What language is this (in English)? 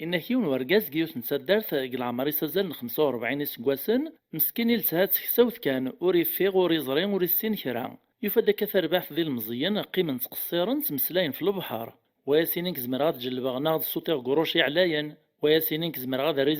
Kabyle